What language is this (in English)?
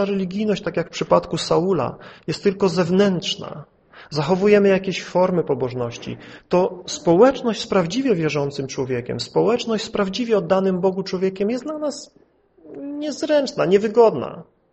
Polish